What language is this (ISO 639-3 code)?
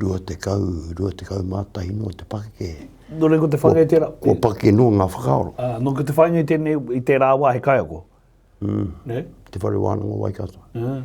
mri